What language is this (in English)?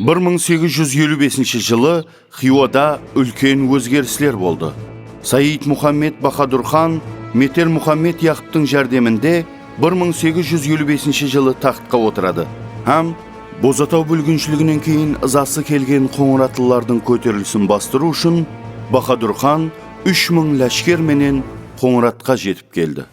Kara-Kalpak